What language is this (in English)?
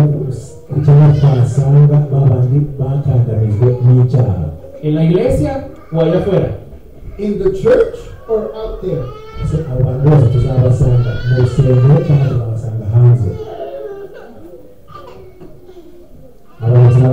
Kinyarwanda